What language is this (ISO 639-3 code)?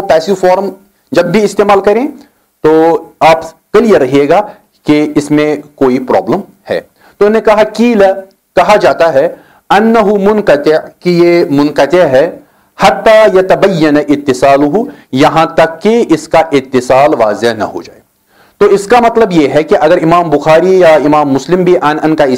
urd